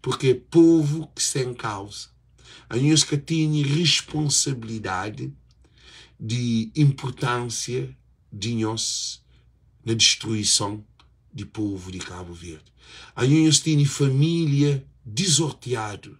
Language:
Kabuverdianu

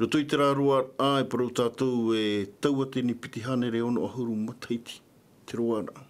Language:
Tahitian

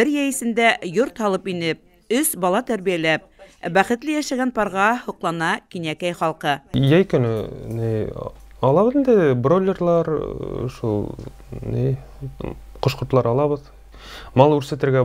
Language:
Bashkir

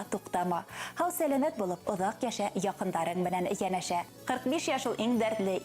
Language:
Bashkir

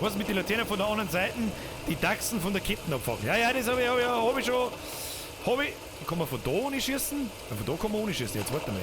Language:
Bavarian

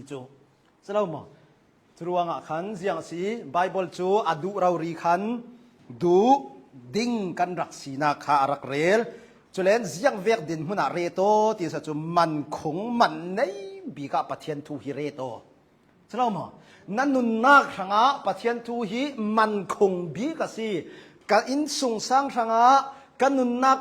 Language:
Hakha Chin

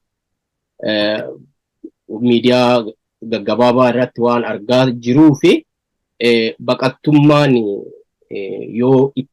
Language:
Oromo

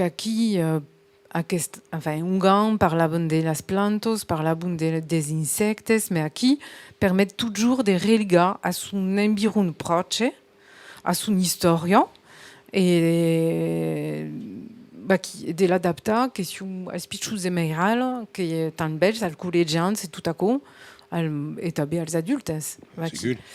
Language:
Occitan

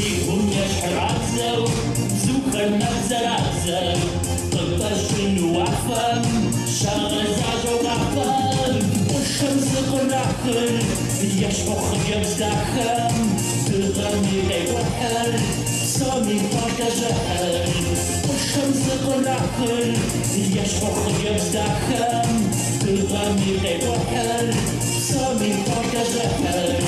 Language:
Kabardian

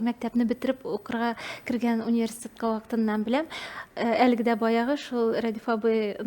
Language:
Tatar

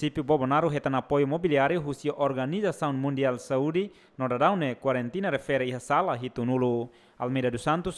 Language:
Tetum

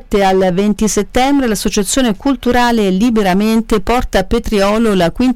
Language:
Italian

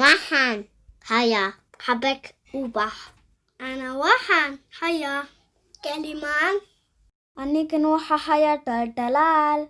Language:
Somali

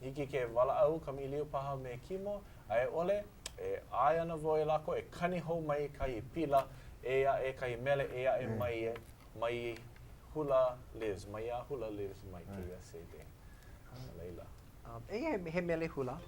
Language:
Hawaiian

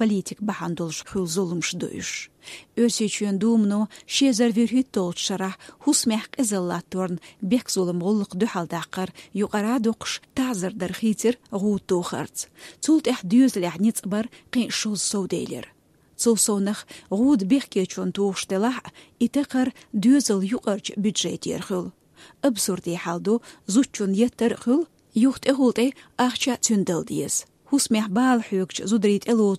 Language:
Chechen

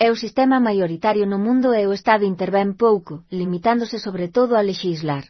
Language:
Galician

